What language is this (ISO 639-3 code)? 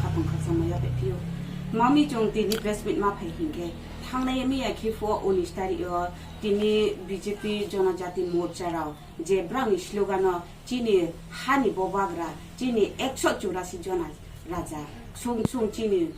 trp